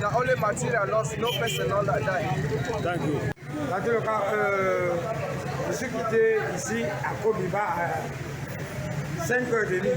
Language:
Cameroon Pidgin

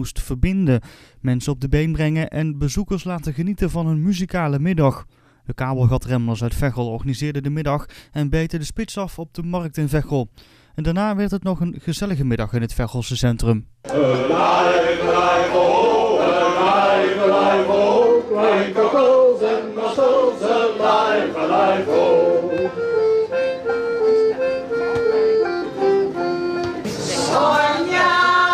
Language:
Dutch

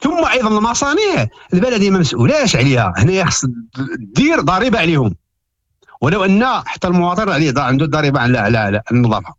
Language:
Moroccan Arabic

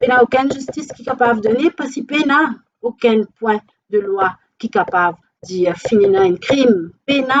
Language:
Morisyen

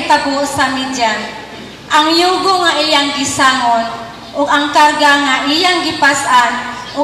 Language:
Cebuano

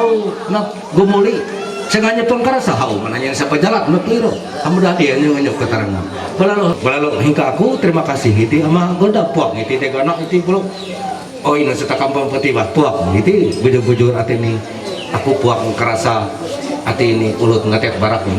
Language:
Ma'anyan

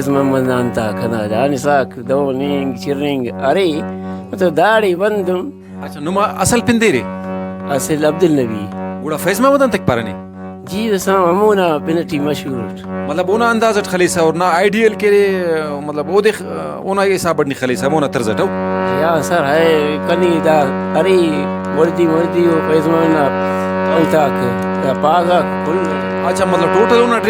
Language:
Brahui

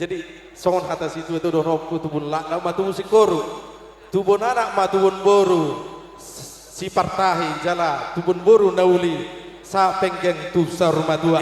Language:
Batak Toba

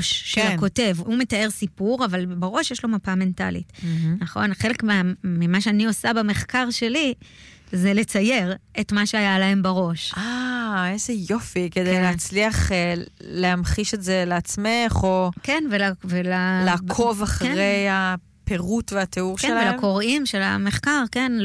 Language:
Hebrew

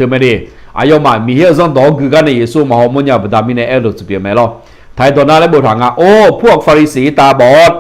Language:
Akha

